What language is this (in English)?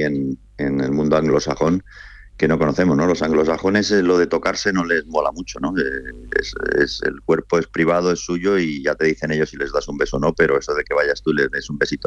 Spanish